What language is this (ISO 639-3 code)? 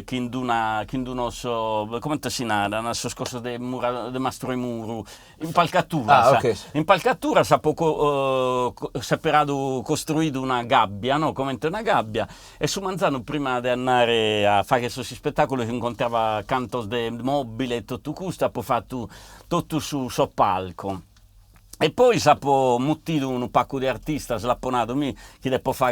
srd